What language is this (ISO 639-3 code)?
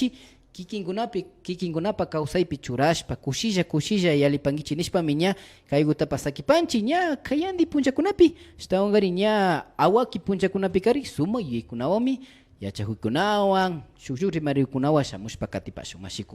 qvi